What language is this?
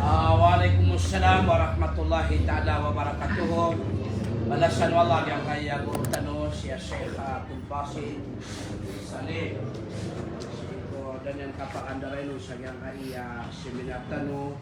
Maranao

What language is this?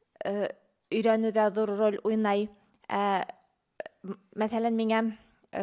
Bashkir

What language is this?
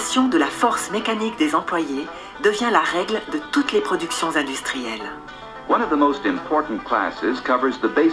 French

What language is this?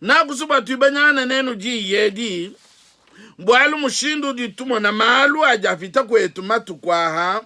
Luba-Lulua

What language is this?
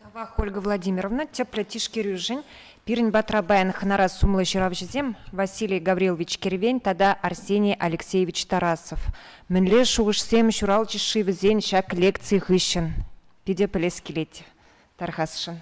Chuvash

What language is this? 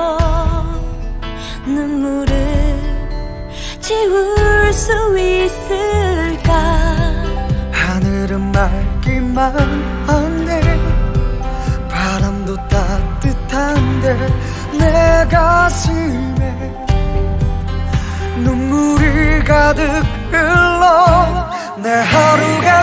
Korean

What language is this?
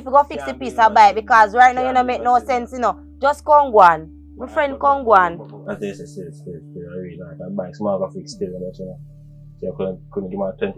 Jamaican Creole English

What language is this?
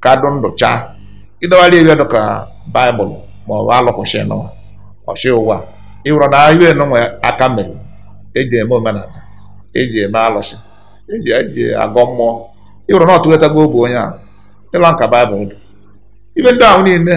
Igbo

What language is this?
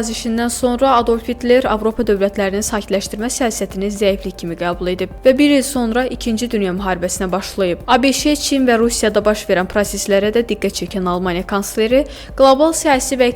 Azerbaijani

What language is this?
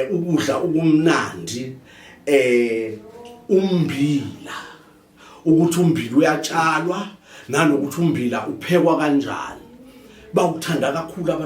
Zulu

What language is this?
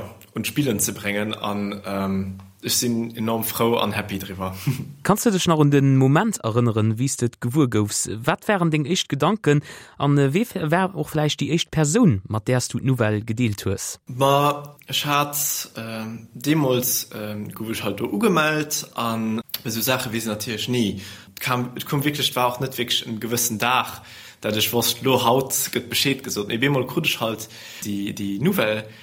Luxembourgish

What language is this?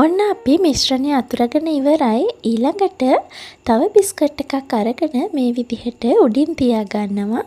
Sinhala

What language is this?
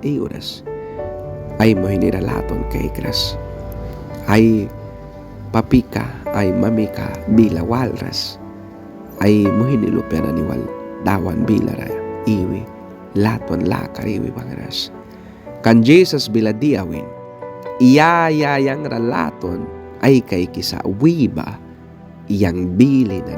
Mískito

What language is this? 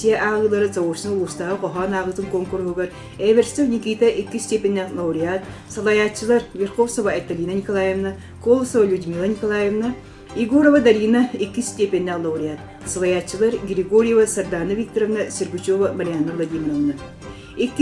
Yakut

